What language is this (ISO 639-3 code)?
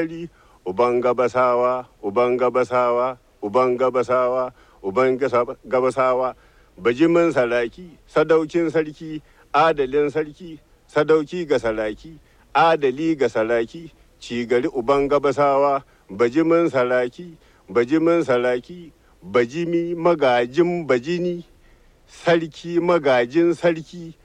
hau